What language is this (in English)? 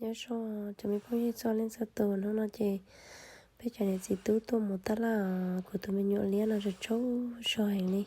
Hmong